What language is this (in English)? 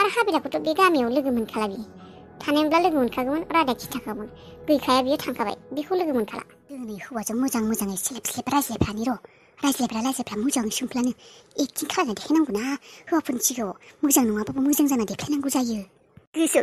Bodo